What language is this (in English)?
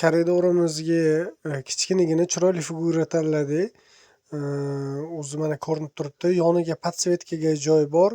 Uzbek